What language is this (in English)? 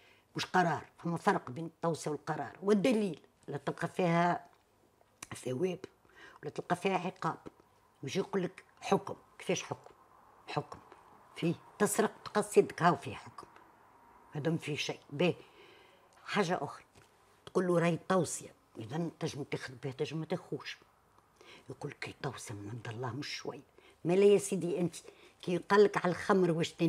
Tunisian Arabic